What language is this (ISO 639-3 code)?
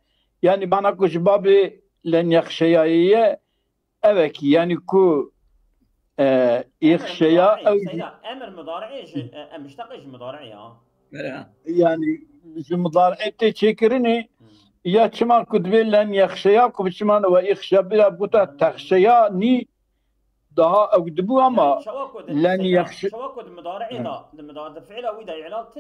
kur